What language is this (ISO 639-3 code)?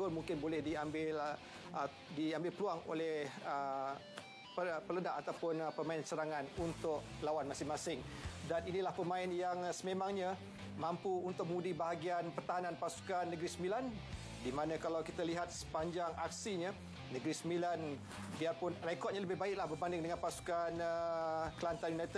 msa